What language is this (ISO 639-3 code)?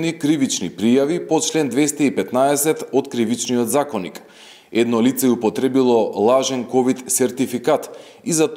mkd